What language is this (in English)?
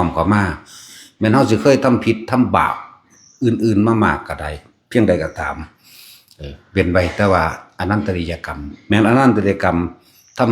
Northeastern Thai